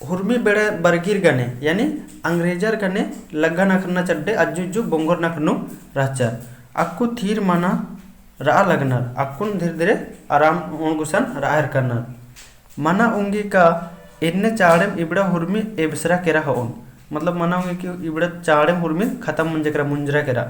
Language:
Kurukh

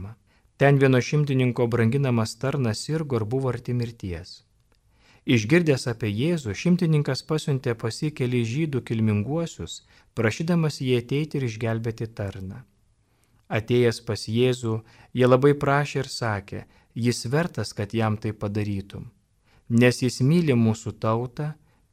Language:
Lithuanian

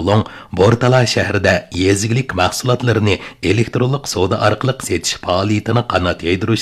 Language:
Uyghur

